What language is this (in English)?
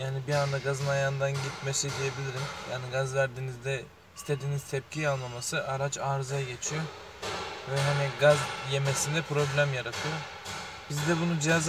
Turkish